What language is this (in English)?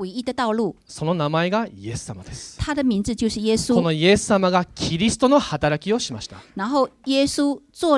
Japanese